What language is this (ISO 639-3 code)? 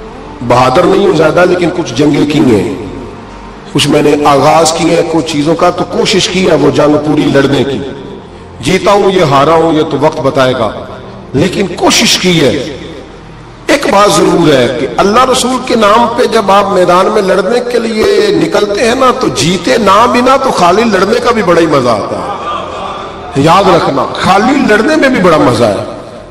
urd